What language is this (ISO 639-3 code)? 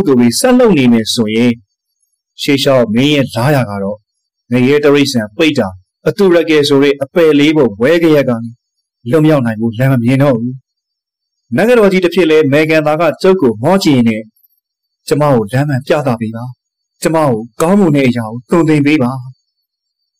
mya